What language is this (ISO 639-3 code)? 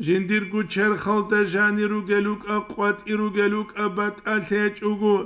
ava